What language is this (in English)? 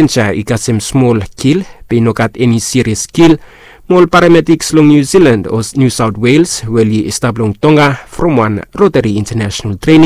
Bislama